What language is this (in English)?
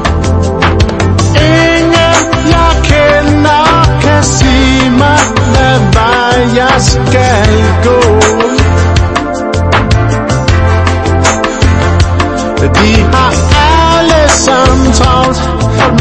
Danish